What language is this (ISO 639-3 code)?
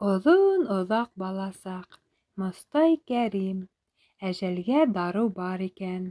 bak